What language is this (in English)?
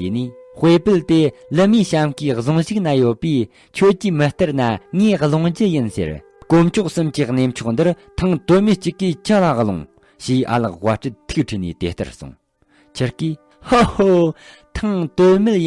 Tibetan